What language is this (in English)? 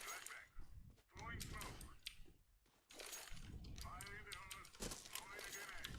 Yakut